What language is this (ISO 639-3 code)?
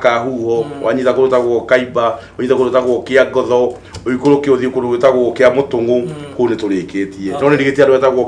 kik